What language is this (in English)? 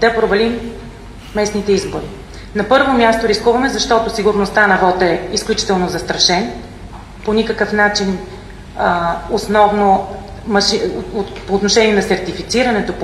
Bulgarian